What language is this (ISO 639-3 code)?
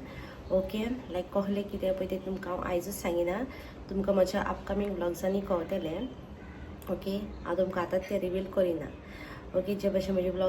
kok